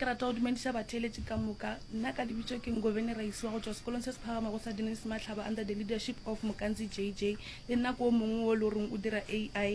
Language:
Northern Sotho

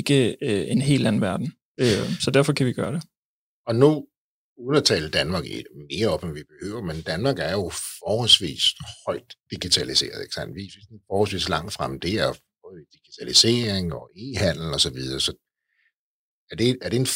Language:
Danish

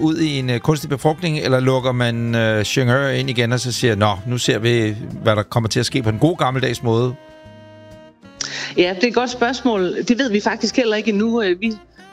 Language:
Danish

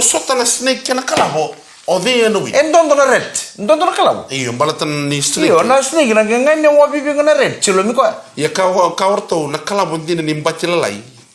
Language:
Fijian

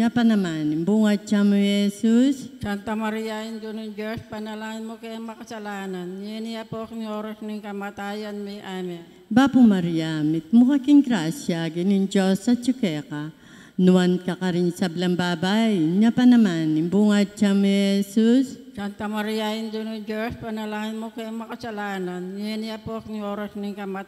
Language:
Pampanga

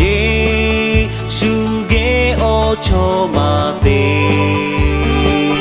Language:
Lahu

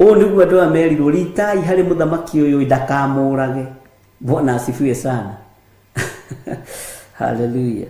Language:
Kikuyu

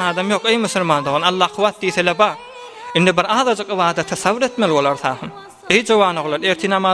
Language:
Turkmen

